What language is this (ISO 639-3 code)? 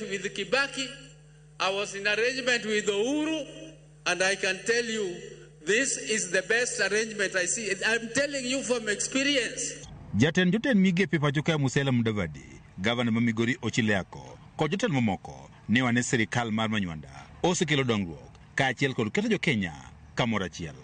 luo